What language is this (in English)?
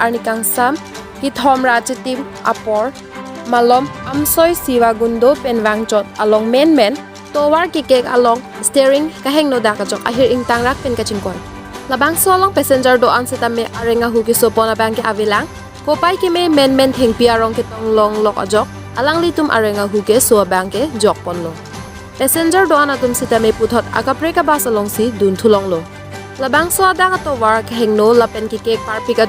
Karbi